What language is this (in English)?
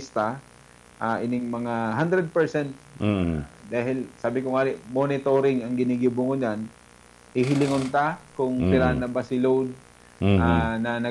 Bikol